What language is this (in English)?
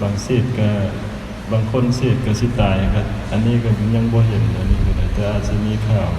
Lao